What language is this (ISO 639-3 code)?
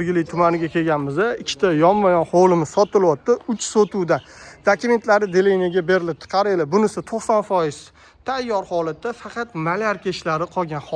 uzb